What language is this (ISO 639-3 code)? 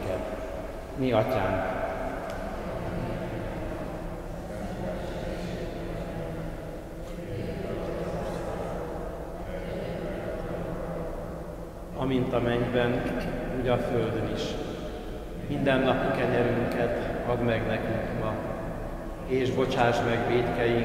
hun